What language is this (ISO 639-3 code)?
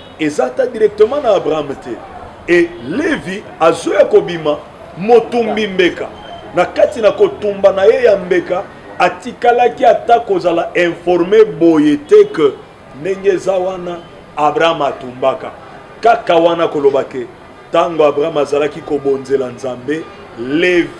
lin